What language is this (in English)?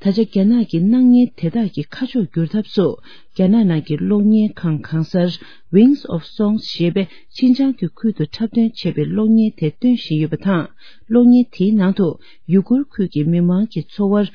Tibetan